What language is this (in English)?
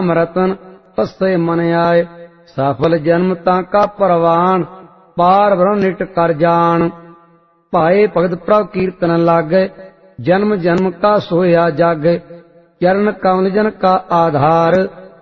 Punjabi